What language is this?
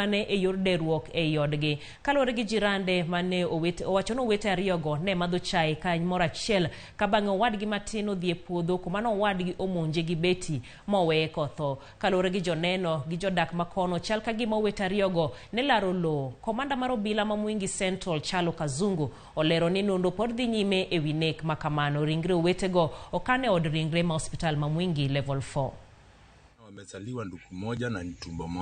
Luo (Kenya and Tanzania)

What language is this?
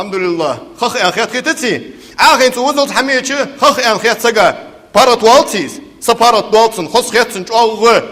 Ingush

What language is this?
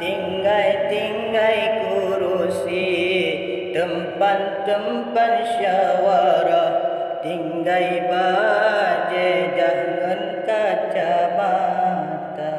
Achinese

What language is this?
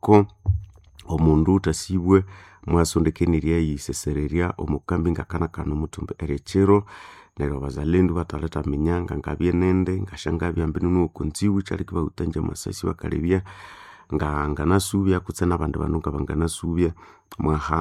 Nande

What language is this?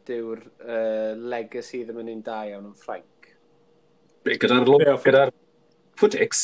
Welsh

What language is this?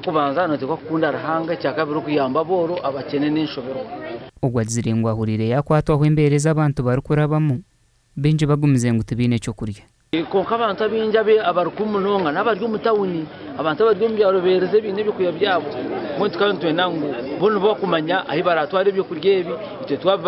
Nyankole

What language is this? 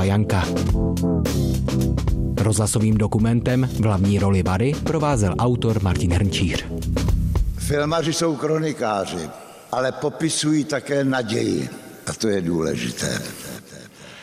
Czech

